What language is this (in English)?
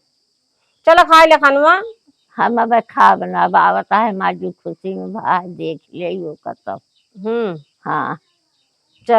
Awadhi